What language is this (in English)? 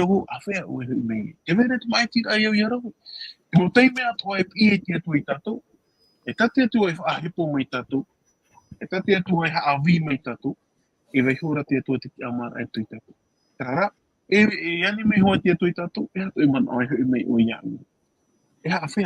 Tahitian